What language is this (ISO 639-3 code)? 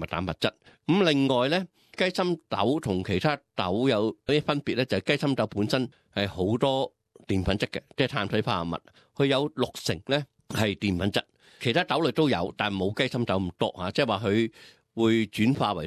yue